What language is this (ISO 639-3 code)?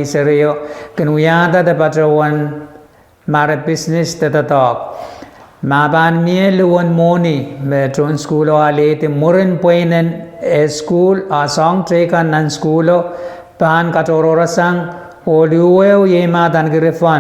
pon